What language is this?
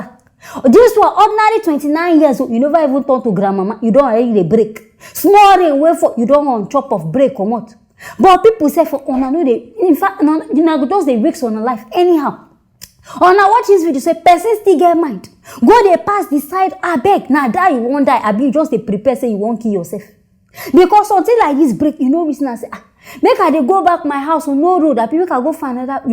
Nigerian Pidgin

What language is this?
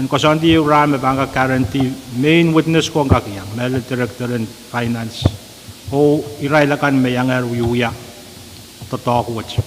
Pohnpeian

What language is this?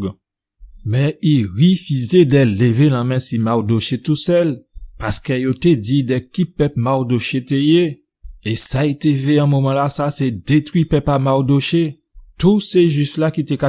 Guadeloupean Creole French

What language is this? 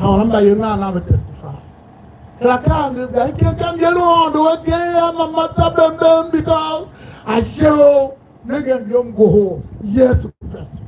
Tiv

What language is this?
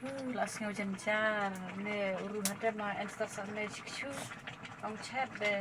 Khasi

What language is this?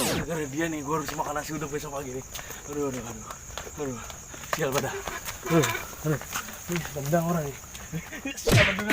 Betawi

